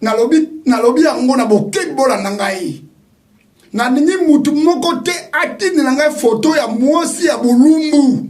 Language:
Lingala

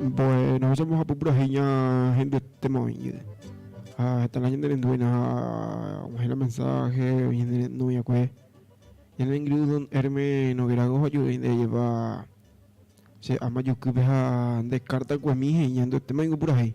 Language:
Guarani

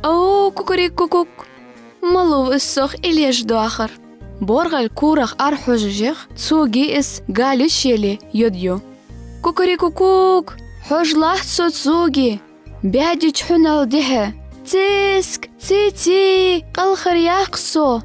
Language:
Ingush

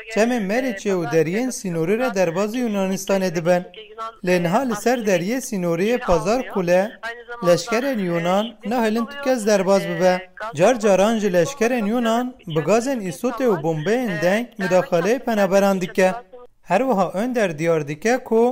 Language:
Kurdish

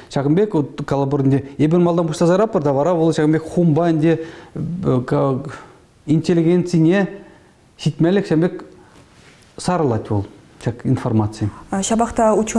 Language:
Chuvash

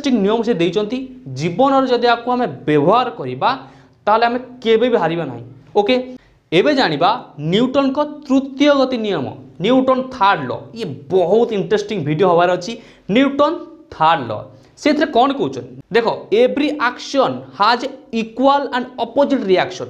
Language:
Odia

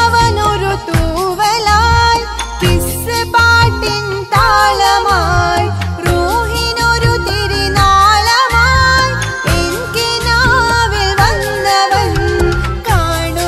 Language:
Malayalam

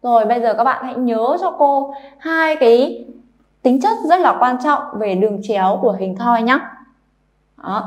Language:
Vietnamese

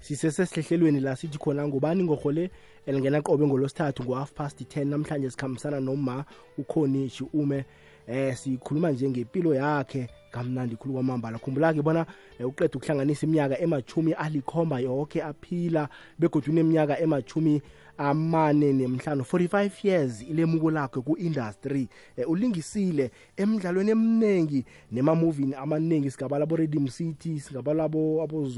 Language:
South Ndebele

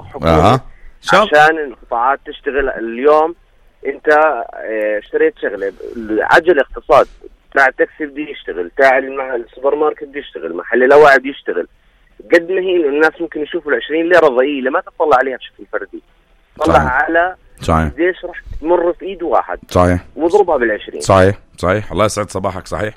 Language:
North Levantine Arabic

